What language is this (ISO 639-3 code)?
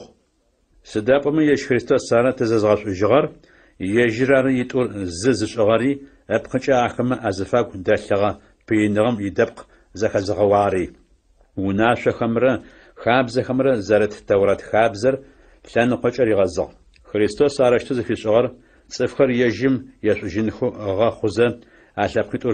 ady